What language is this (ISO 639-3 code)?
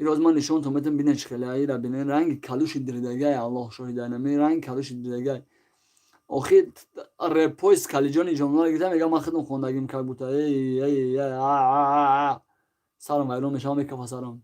tgk